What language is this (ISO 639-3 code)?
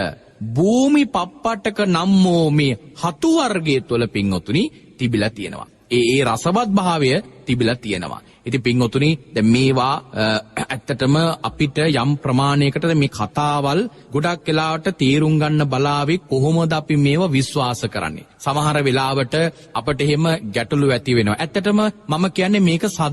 sin